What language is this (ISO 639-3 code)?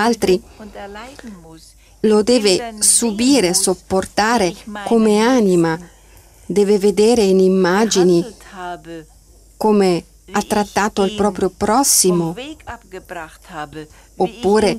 ita